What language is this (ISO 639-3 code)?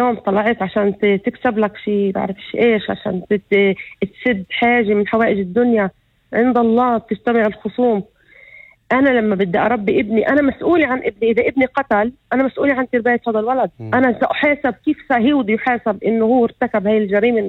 apc